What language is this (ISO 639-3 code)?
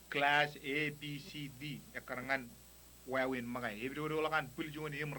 mah